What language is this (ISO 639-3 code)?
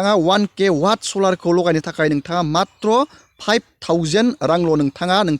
brx